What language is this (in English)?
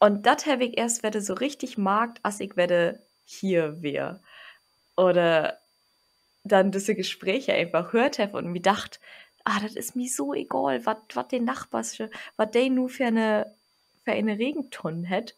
Low German